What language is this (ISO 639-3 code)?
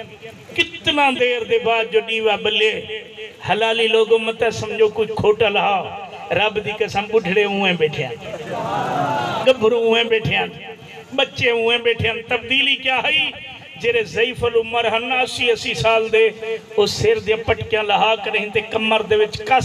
skr